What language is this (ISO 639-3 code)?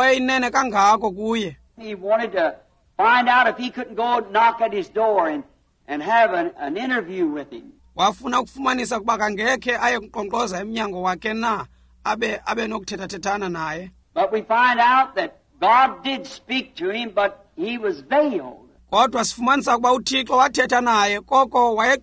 xho